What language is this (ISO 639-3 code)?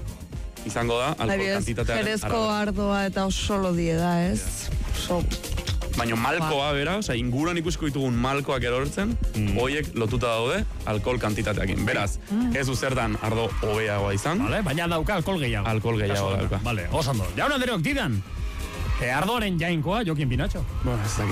eus